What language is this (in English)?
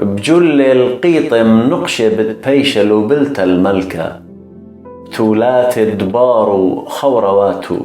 Assyrian Neo-Aramaic